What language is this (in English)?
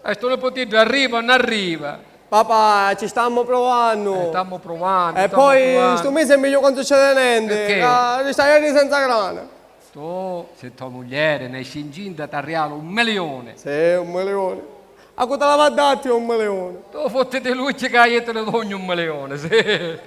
Sicilian